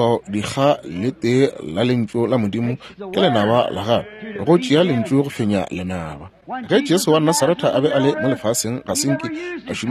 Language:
Northern Sotho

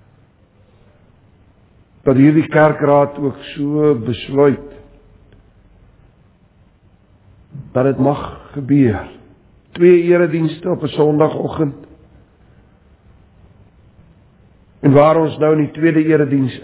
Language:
Afrikaans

